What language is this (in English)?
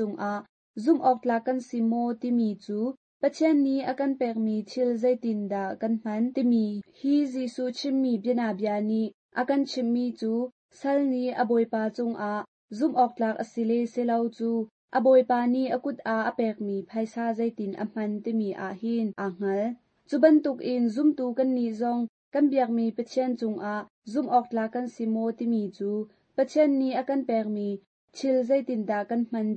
Hakha Chin